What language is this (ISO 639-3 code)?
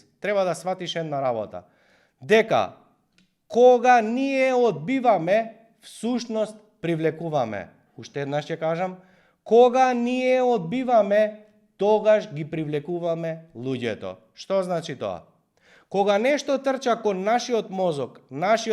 mkd